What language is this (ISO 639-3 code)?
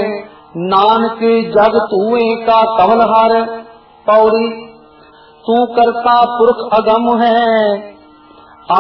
pan